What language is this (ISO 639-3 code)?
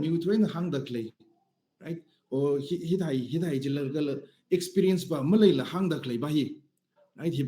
nmf